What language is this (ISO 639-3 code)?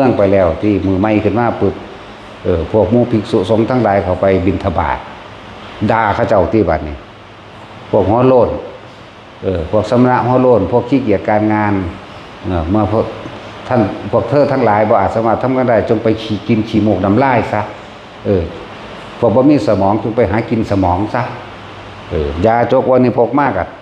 tts